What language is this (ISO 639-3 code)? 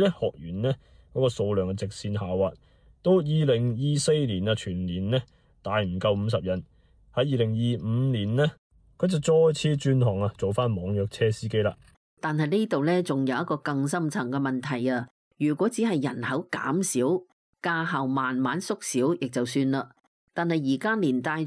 yue